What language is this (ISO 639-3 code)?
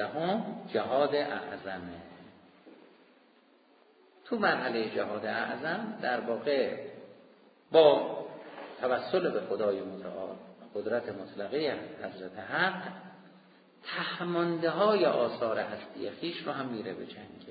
fas